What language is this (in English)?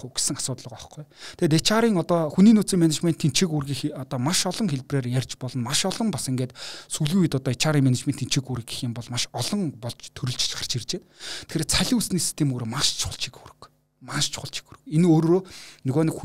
Mongolian